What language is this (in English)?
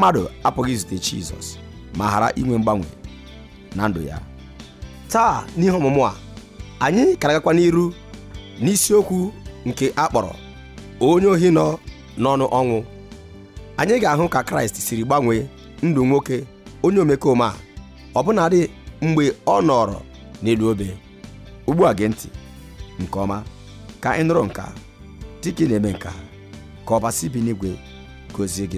Igbo